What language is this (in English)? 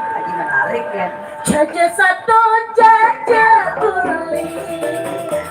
Balinese